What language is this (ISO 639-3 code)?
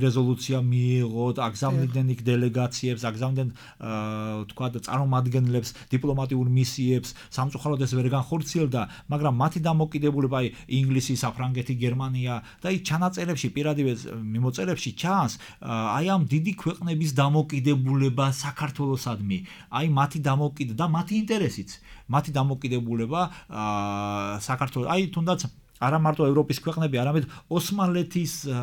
kat